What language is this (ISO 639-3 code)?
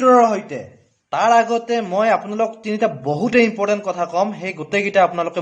asm